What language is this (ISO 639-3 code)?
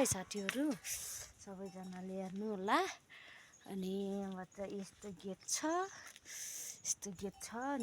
nep